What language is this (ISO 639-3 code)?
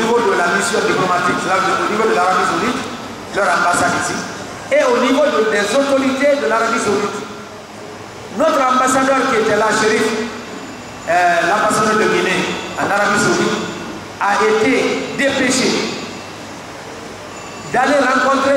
fra